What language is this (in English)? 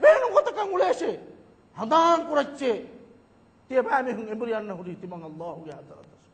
Divehi